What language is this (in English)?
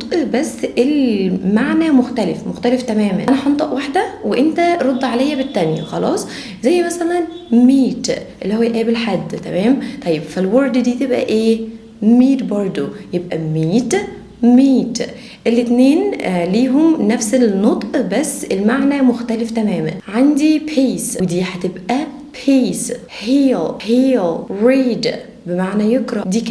Egyptian Arabic